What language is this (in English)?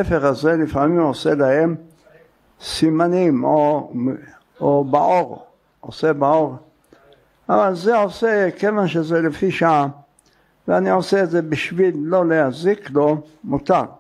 Hebrew